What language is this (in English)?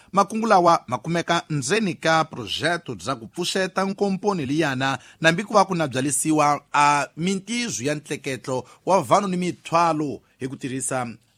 Tsonga